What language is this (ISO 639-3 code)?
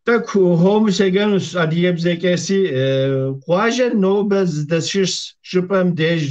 kbd